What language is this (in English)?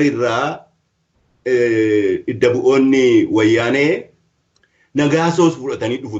Oromo